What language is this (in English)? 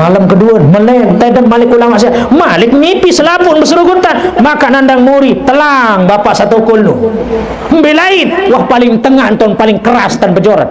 Sasak